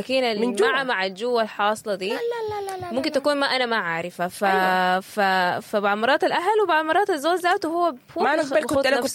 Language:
Sudanese Arabic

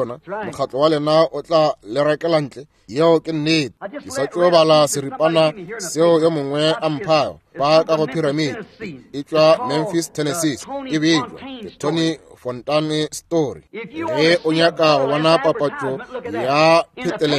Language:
Northern Sotho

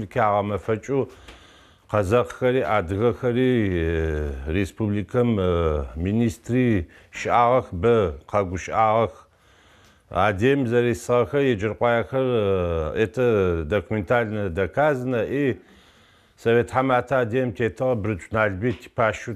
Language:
Adyghe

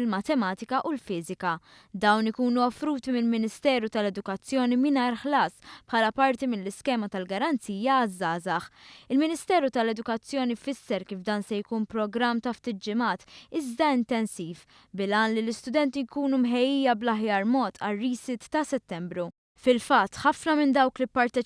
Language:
Maltese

